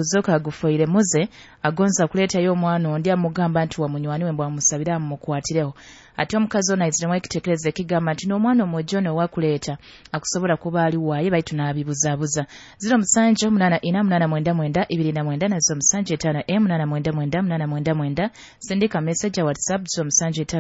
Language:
Nyoro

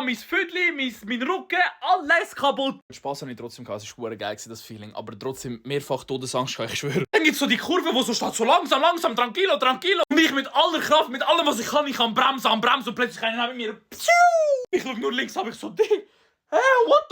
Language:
Swiss German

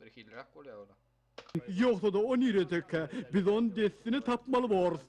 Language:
Turkmen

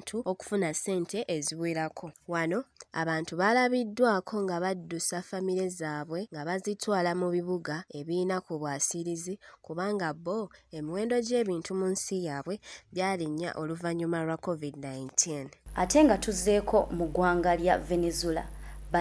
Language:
Ganda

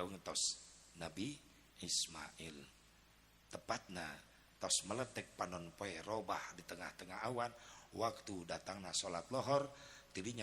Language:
Sundanese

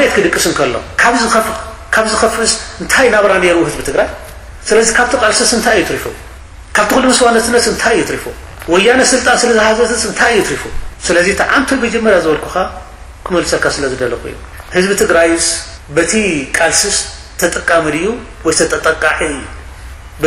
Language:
Tigrinya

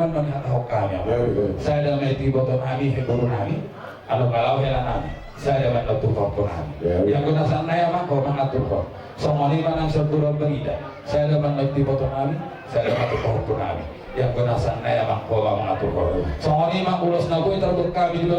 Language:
Batak Toba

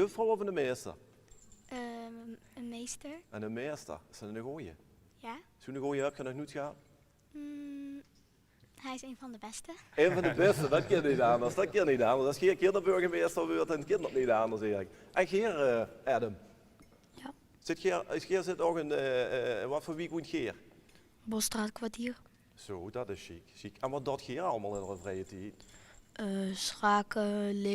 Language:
Limburgish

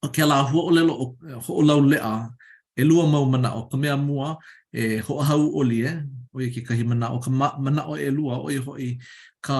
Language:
Hawaiian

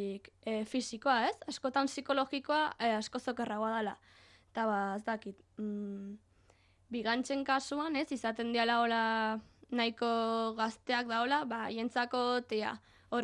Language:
Basque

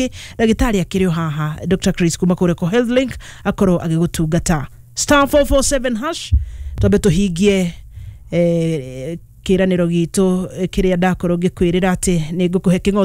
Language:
Kikuyu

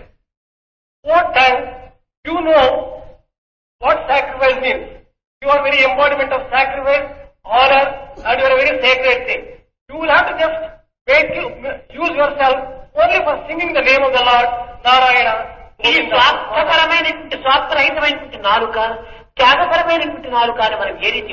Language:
Telugu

